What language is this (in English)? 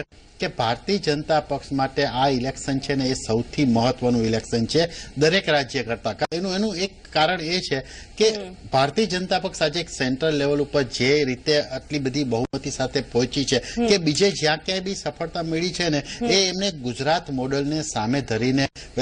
Gujarati